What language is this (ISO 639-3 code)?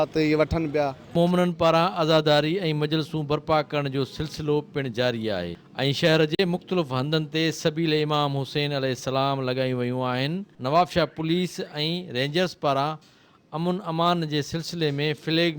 snd